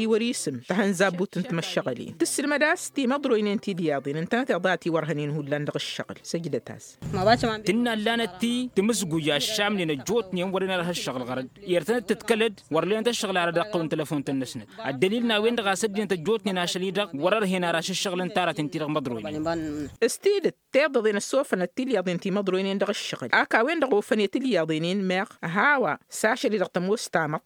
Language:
Tamasheq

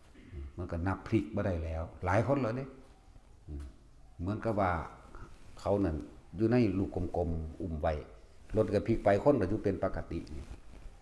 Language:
Northeastern Thai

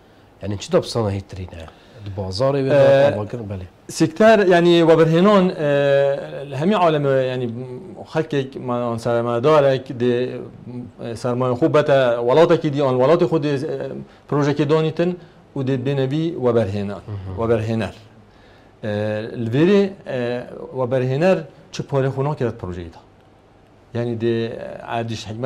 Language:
Kurdish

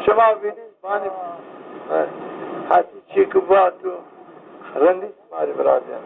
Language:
Zaza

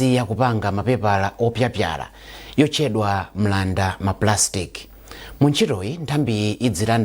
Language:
Nyanja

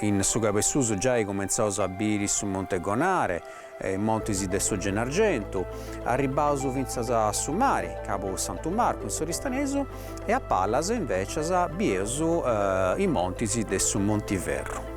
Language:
Sardinian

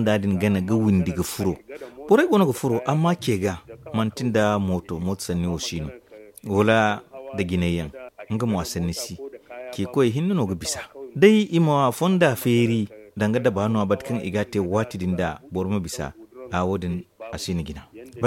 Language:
Zarma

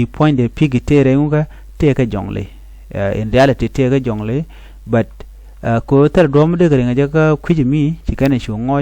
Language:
Nuer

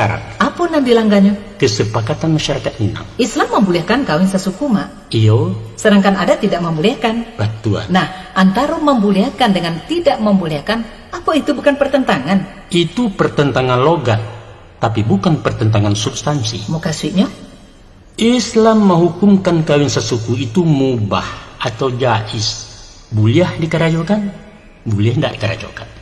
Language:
Minangkabau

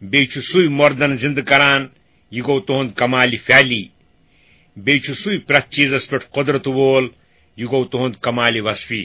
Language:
Kashmiri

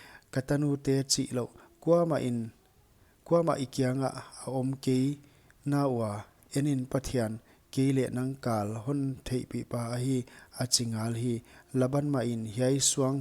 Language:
Paite Chin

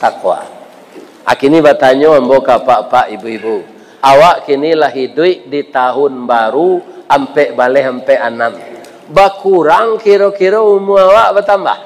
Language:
Minangkabau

